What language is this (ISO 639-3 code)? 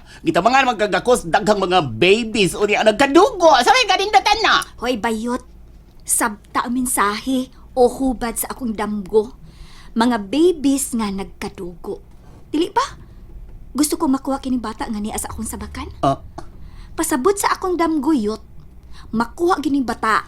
ceb